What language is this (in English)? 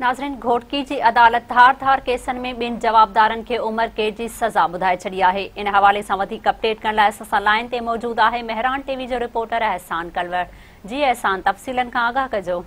Sindhi